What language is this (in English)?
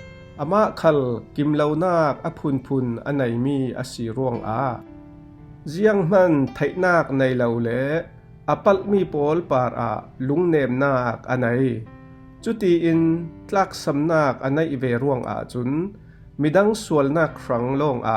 Falam Chin